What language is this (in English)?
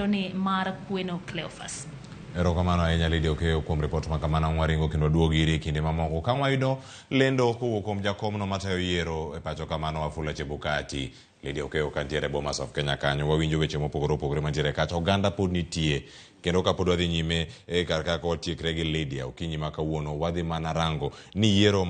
Luo (Kenya and Tanzania)